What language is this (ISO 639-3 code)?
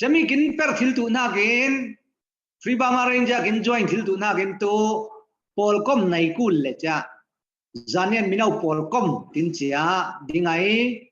cfm